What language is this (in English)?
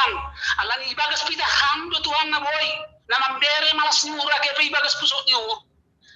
Batak Simalungun